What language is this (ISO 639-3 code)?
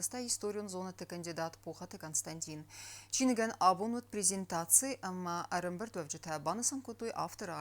oss